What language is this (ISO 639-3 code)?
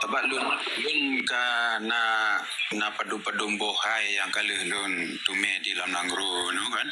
ace